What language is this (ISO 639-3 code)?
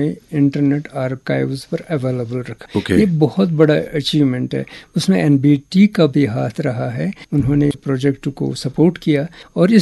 urd